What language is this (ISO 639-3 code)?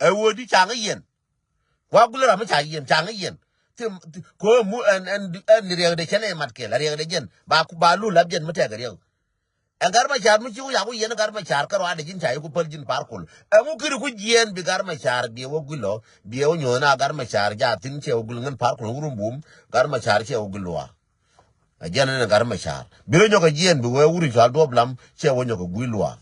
nus